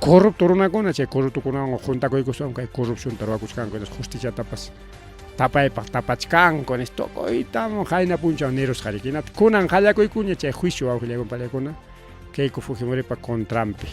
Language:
Ayacucho Quechua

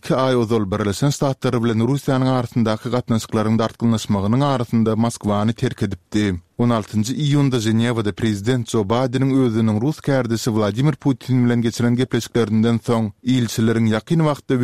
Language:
Turkmen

